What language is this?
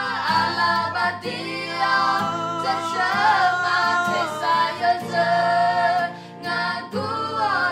Akha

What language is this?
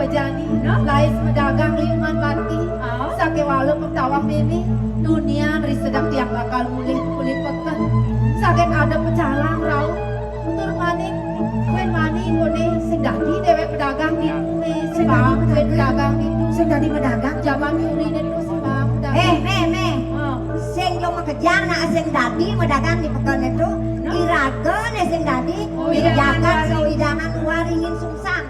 Balinese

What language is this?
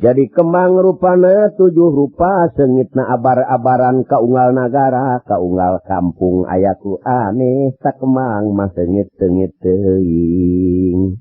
Sundanese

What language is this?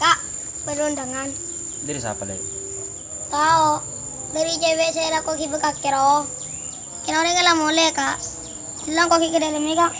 Madurese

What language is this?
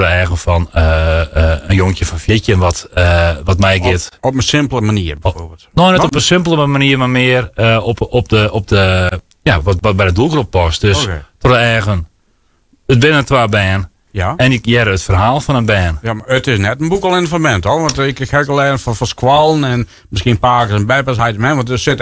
Western Frisian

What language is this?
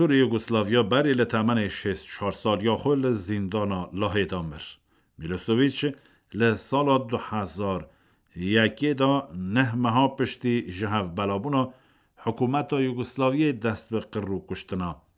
Kurdish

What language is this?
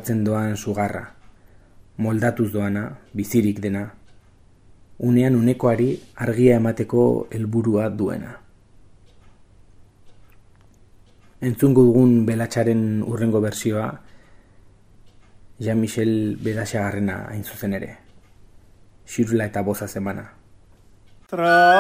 Basque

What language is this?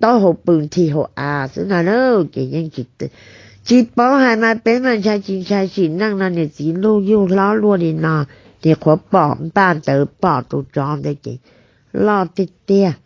Hmong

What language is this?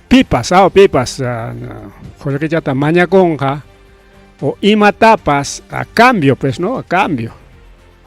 Ayacucho Quechua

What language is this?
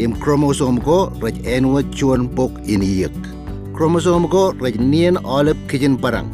Marshallese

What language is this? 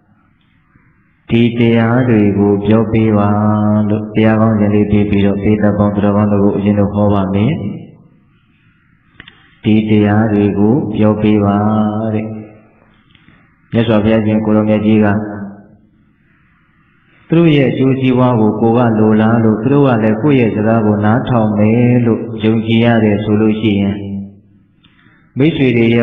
Burmese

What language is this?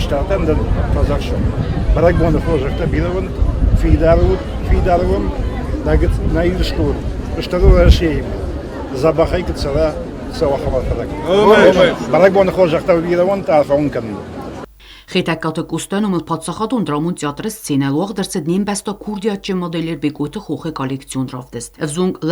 Ossetic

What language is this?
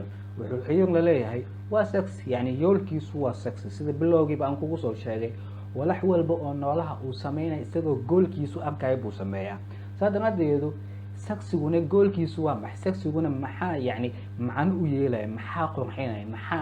Somali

